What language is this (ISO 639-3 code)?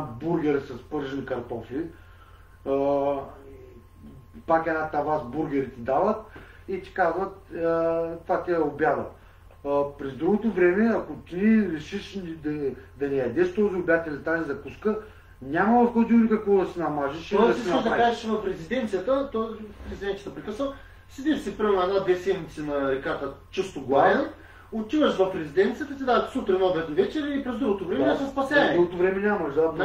bul